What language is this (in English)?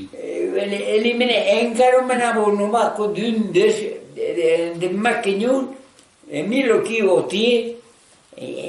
Occitan